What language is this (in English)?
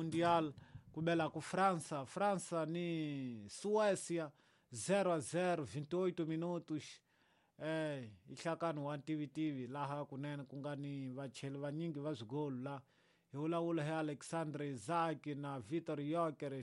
Tsonga